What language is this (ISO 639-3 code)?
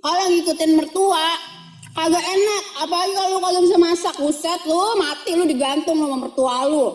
bew